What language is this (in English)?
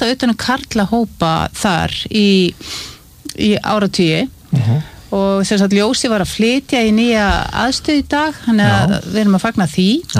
Icelandic